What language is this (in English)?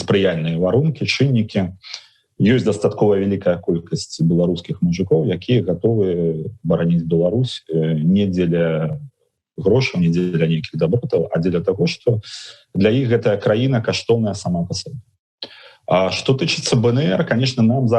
Belarusian